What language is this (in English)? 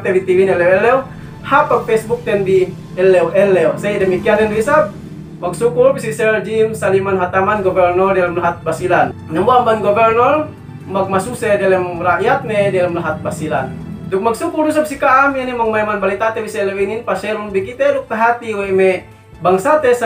Yakan